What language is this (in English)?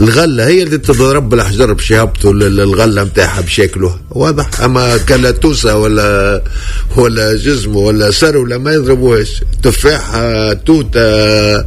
Tunisian Arabic